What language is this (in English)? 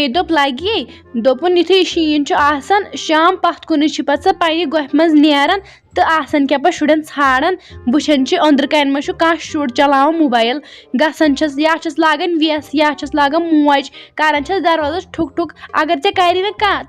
Kashmiri